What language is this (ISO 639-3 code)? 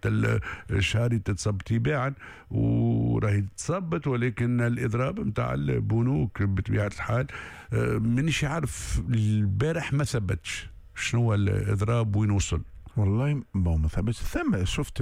aeb